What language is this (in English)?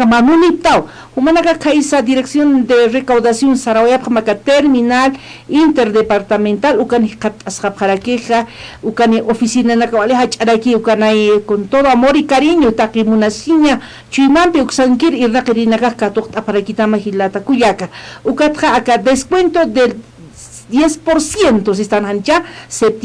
Aymara